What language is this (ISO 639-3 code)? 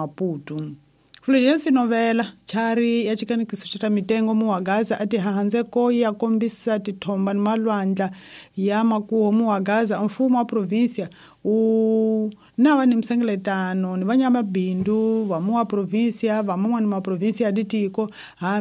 tso